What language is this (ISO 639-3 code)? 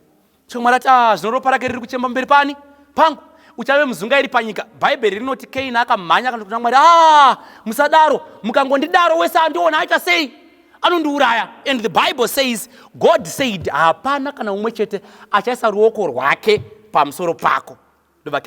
sna